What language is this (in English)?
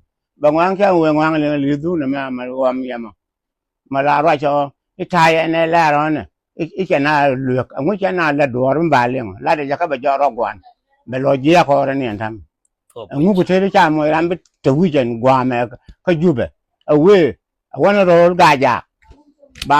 Nuer